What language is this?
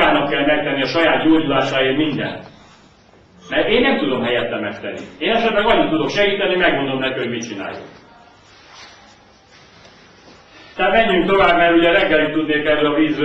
Hungarian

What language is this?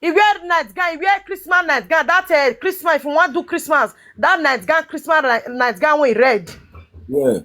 Nigerian Pidgin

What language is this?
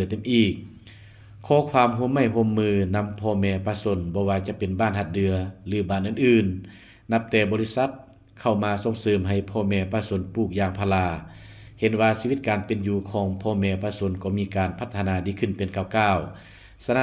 Lao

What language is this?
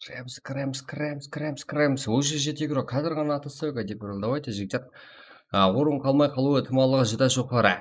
Kara-Kalpak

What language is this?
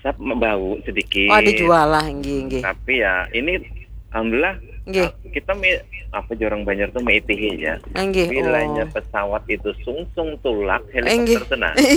Banjar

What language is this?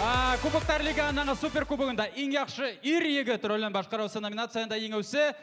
Bashkir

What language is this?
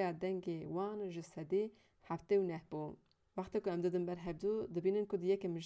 Kurdish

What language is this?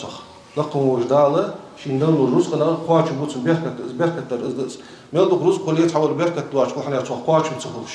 Ingush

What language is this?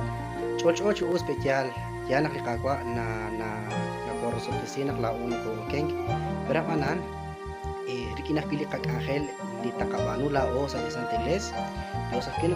Kekchí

